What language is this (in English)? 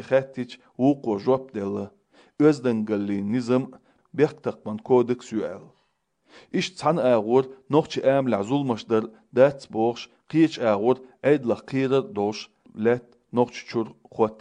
Chechen